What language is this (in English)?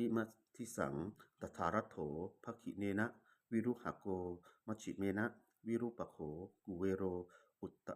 Pali